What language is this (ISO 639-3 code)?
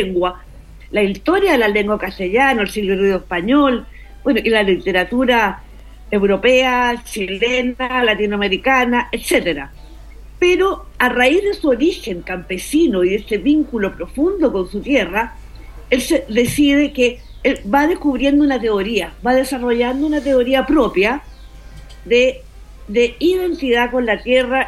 spa